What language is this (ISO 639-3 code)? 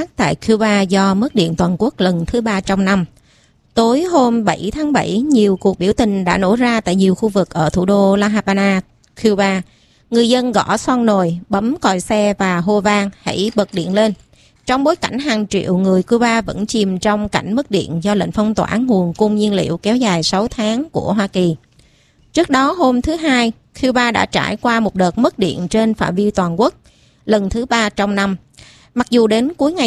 vie